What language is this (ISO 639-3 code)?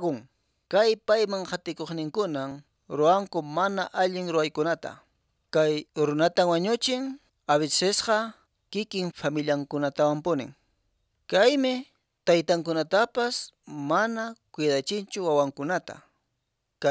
que